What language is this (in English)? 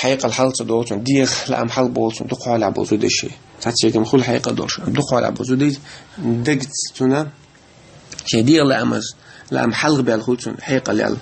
Chechen